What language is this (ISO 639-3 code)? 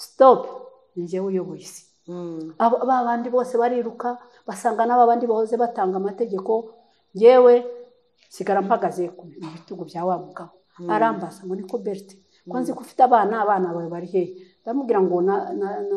kin